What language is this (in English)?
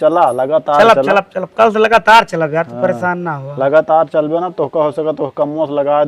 Awadhi